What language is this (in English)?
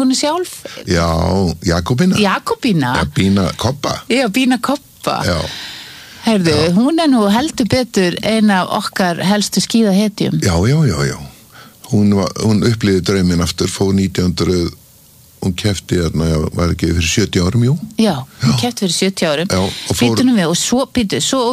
Icelandic